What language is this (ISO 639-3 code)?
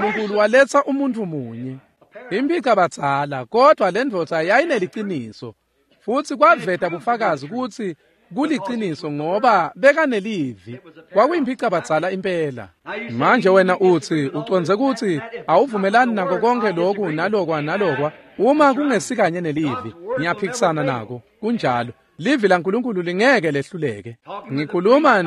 ssw